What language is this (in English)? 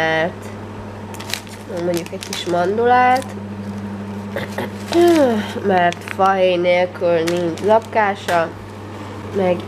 Hungarian